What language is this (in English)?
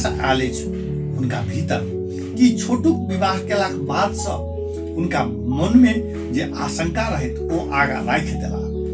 Maithili